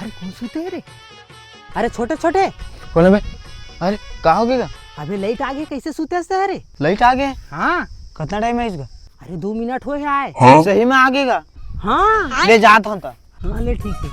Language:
Chhattisgarhi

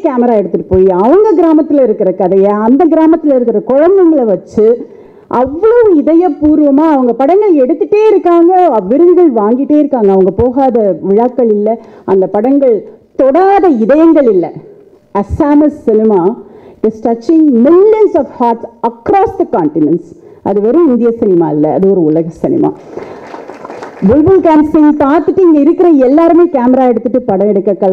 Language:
Tamil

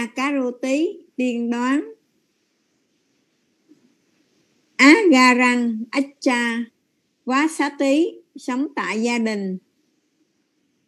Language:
Vietnamese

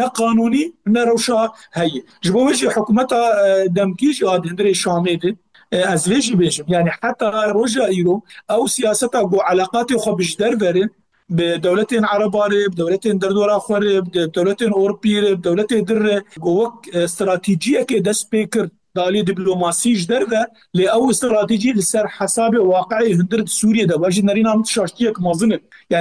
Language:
Kurdish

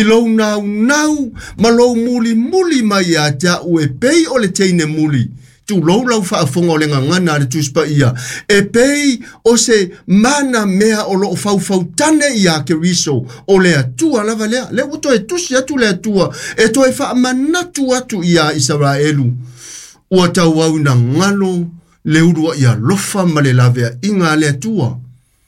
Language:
Samoan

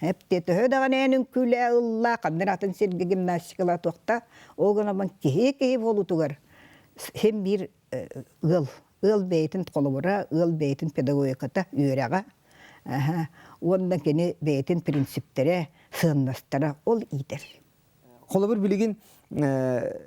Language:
Yakut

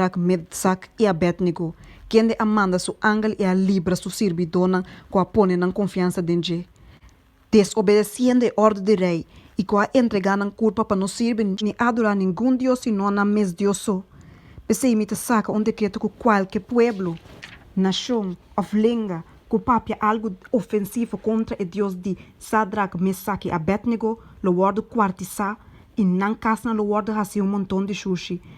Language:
Papiamento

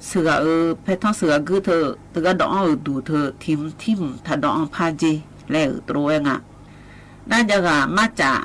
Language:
Akha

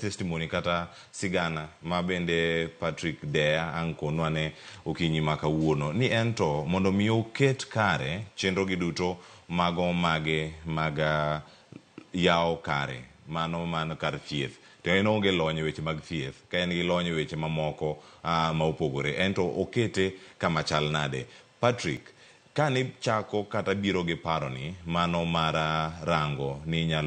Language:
Luo (Kenya and Tanzania)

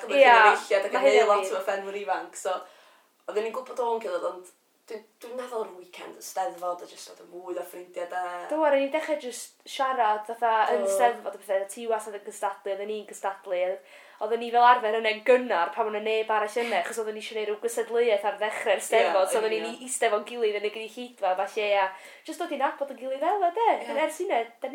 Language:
Welsh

